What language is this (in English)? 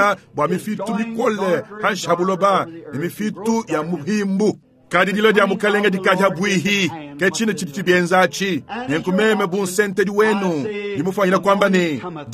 Luba-Lulua